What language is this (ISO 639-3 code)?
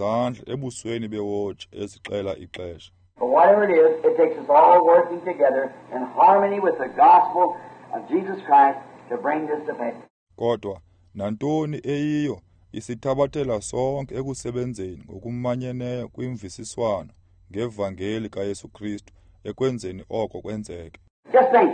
xho